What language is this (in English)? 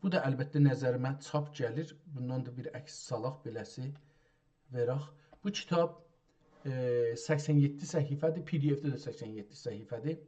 South Azerbaijani